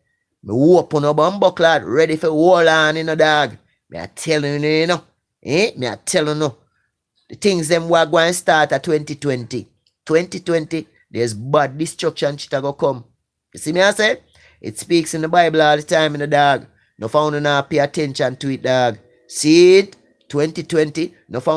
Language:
Jamaican Creole English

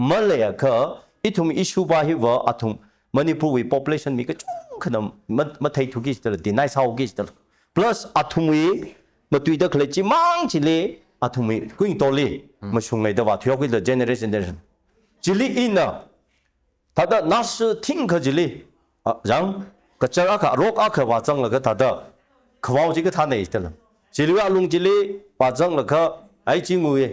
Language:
Tangkhul Naga (India)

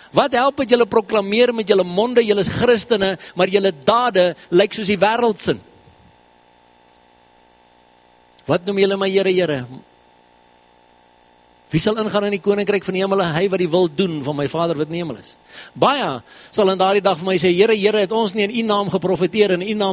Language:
Afrikaans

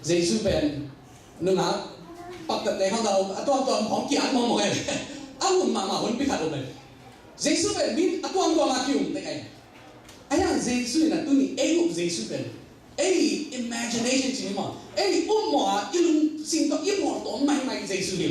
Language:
Tedim Chin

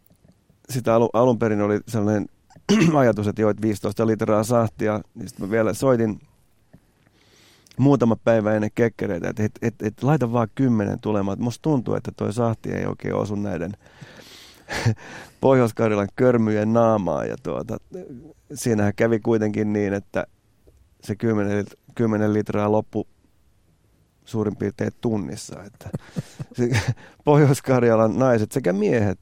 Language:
Finnish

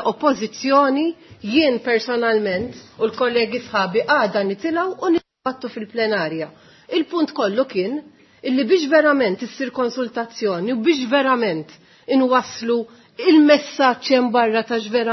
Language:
Maltese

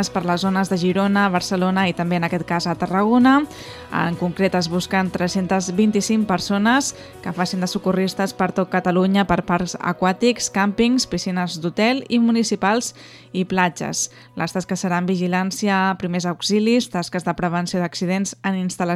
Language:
Catalan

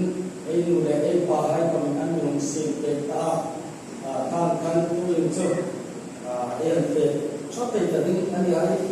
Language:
Hmar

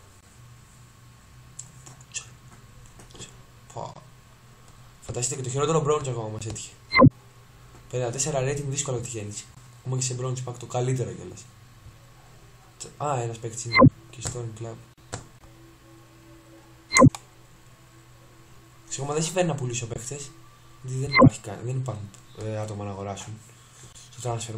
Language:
Greek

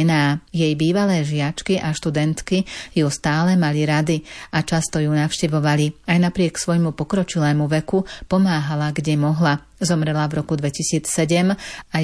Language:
Slovak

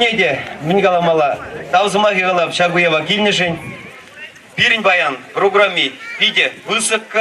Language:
Chuvash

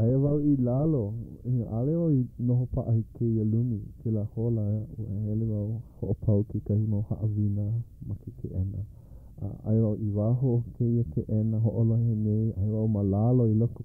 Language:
Hawaiian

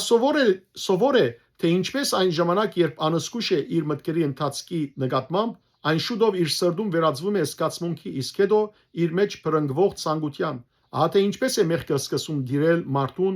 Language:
Western Armenian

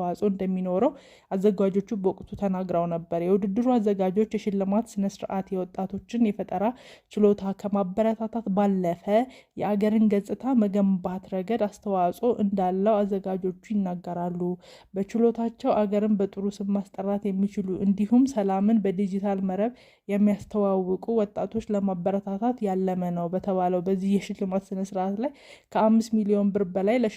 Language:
Amharic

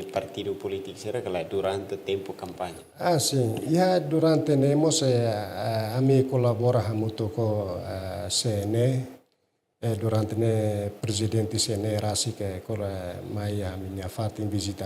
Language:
Tetum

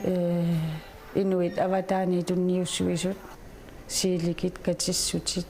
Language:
Kalaallisut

